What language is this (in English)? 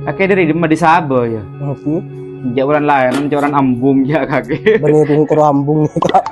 Madurese